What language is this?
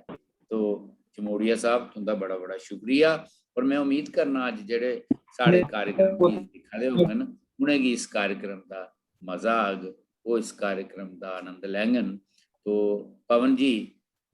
Dogri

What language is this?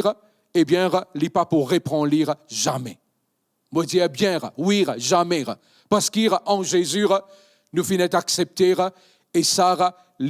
Morisyen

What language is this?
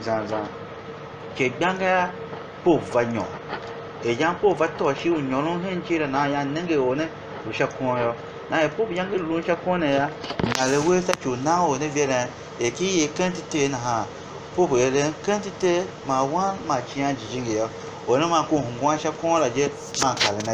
Tiv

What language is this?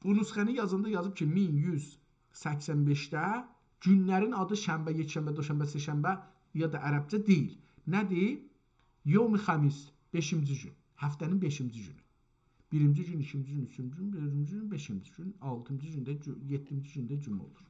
South Azerbaijani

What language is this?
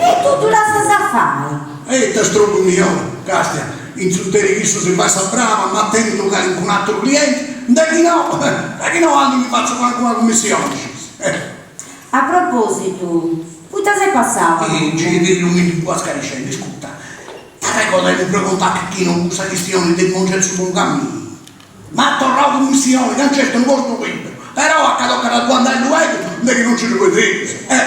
Sardinian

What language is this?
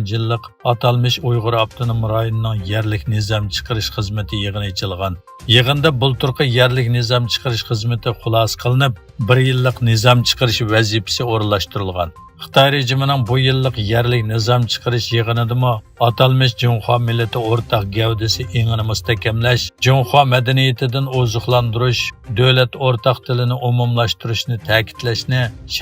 Uyghur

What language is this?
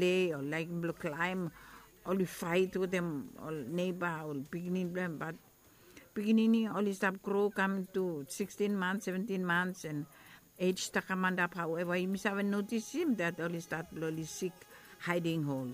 Bislama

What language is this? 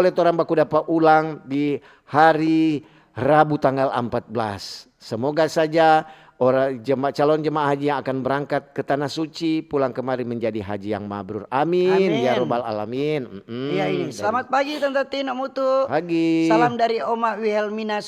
Manado Malay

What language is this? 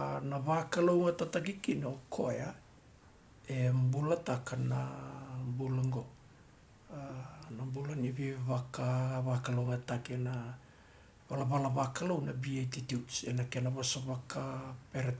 Fijian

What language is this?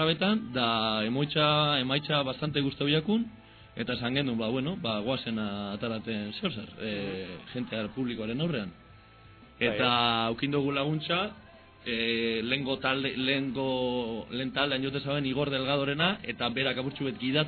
Basque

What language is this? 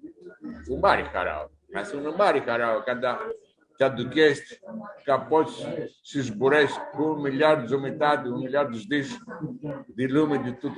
Aromanian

